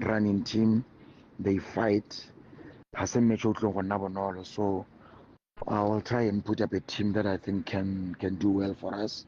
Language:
Tswana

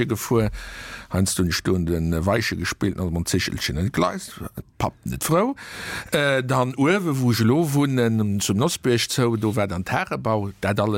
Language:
Luxembourgish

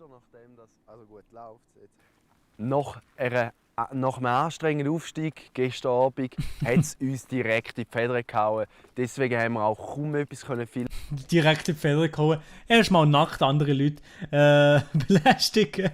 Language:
Swiss German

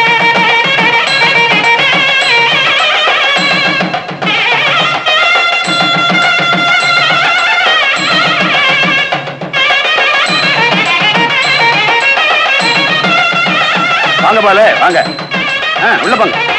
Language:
Tamil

